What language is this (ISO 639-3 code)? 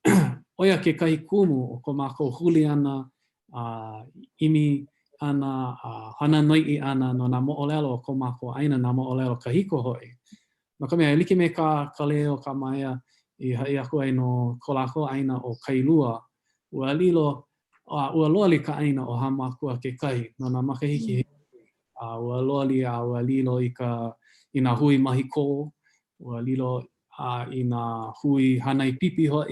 haw